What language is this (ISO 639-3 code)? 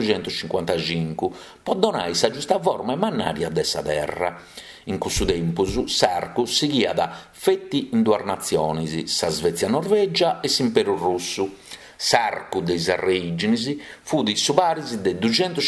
srd